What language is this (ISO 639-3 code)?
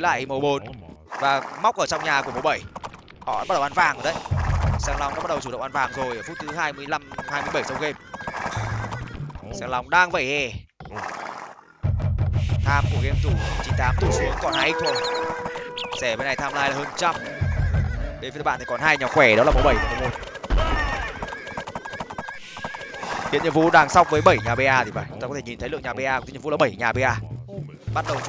vie